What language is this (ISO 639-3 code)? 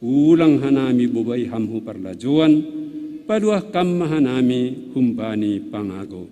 bts